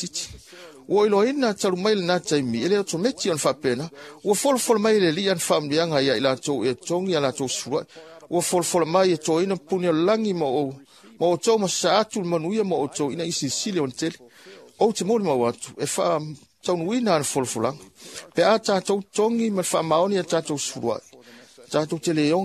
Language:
Samoan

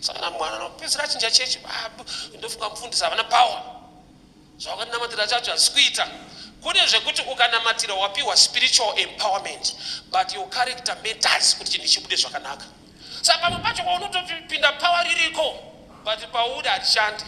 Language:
Shona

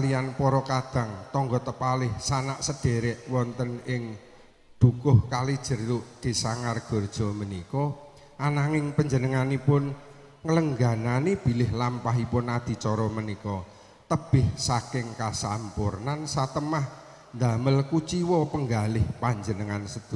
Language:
Javanese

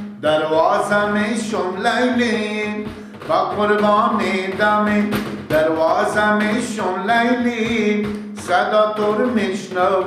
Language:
Persian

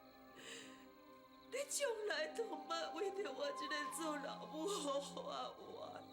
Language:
Min Nan Chinese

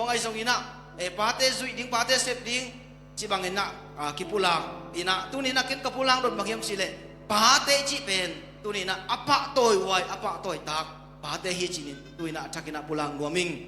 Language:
Tedim Chin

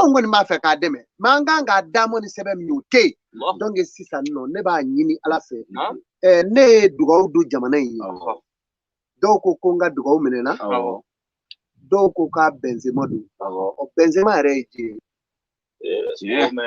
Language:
Bambara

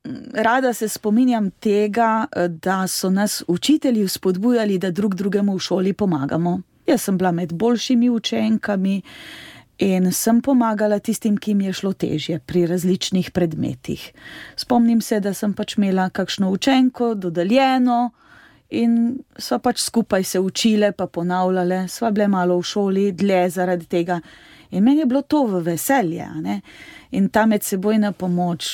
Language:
Slovenian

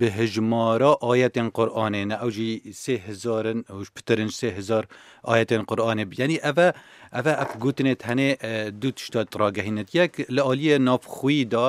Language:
Kurdish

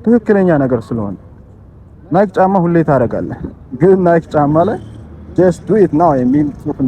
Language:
Amharic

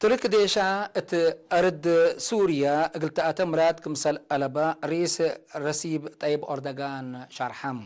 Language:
Tigre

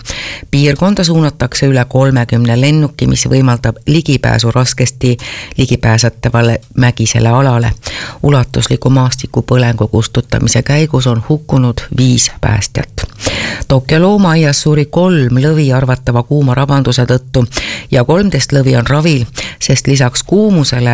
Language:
Estonian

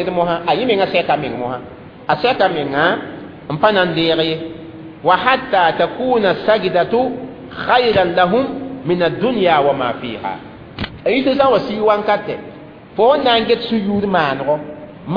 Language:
Mossi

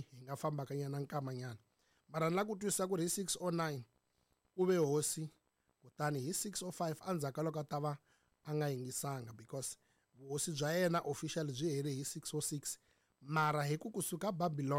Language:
Tsonga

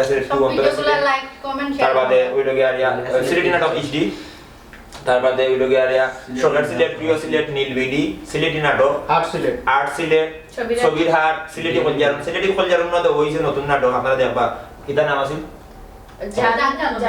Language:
Sylheti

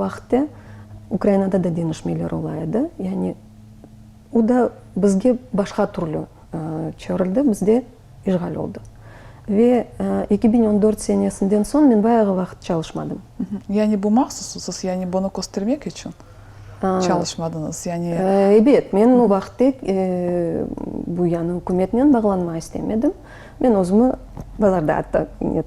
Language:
Crimean Tatar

